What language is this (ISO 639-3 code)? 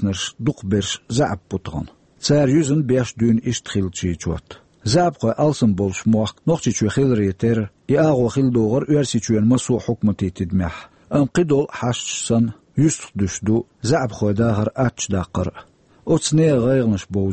che